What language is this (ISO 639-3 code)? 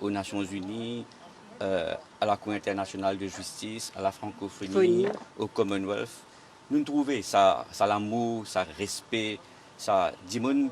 mfe